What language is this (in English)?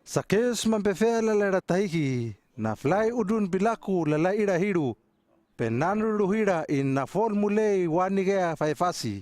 Hano